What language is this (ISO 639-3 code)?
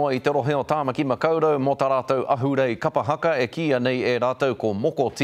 mri